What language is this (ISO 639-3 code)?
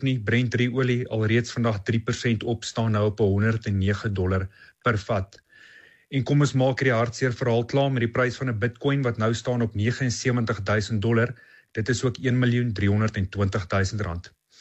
afr